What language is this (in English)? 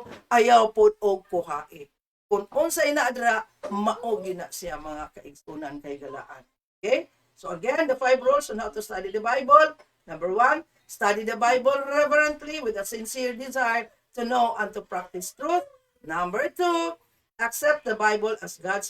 Cebuano